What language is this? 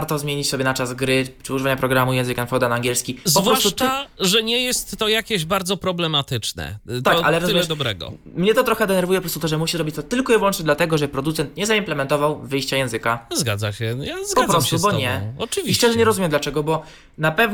Polish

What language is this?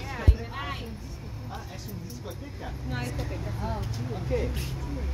English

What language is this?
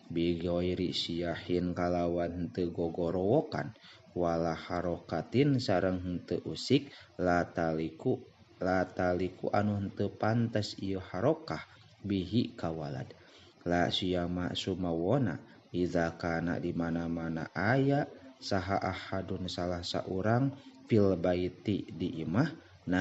Sundanese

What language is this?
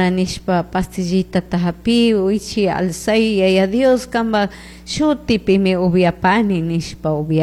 Chimborazo Highland Quichua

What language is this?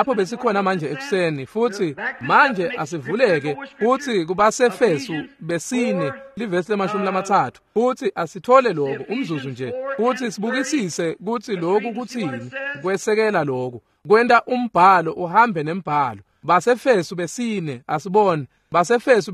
Swati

